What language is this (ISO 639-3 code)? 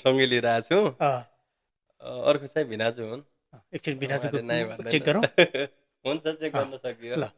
nep